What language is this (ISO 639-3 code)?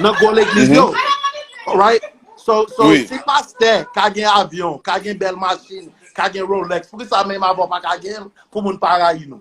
hat